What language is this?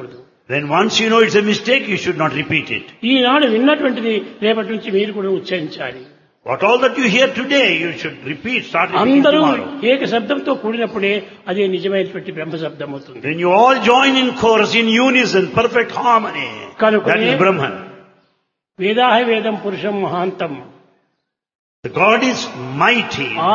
Telugu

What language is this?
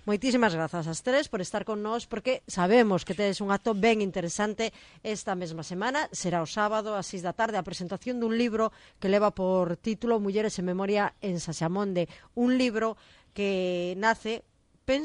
Galician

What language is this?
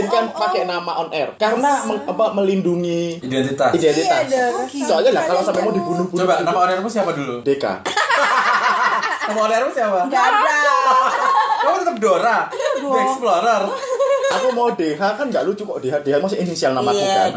Indonesian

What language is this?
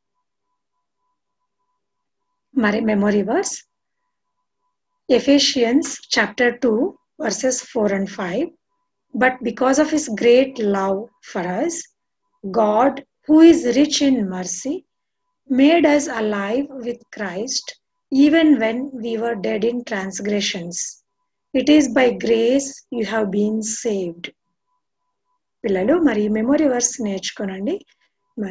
Telugu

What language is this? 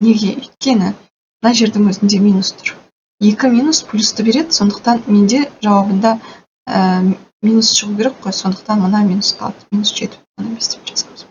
Kazakh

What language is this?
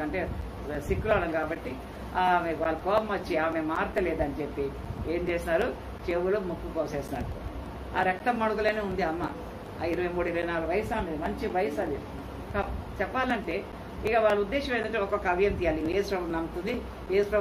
Telugu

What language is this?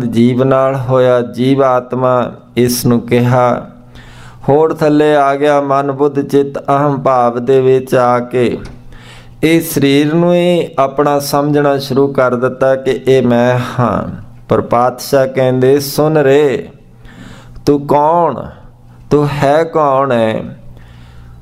Punjabi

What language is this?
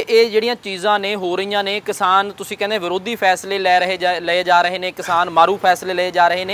Punjabi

